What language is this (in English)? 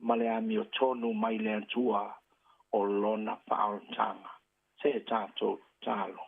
Samoan